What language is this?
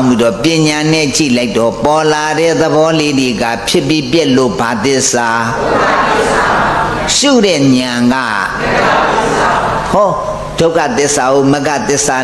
Burmese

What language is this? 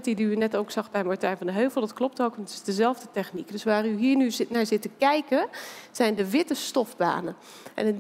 Dutch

